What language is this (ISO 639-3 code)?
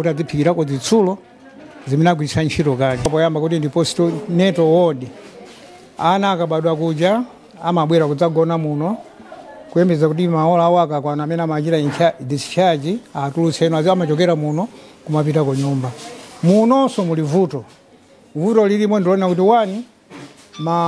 nya